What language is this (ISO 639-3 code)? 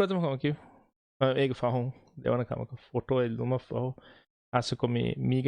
div